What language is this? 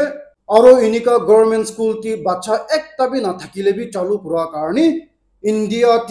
Naga Pidgin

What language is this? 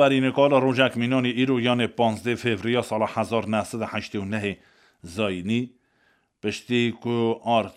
Kurdish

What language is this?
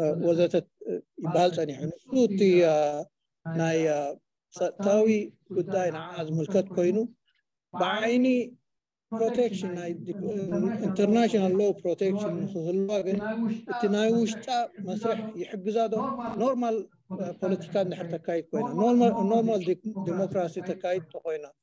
Tigrinya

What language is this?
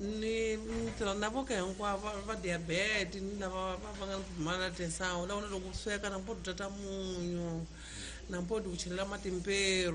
Tsonga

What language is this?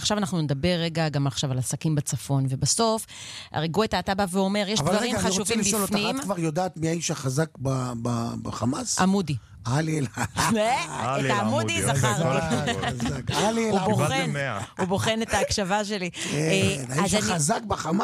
Hebrew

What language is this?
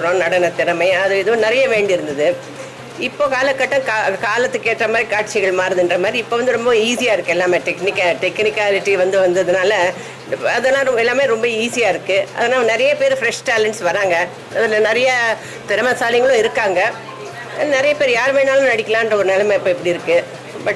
Tamil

